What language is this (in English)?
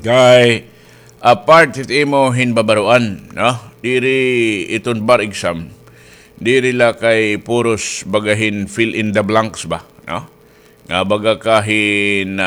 Waray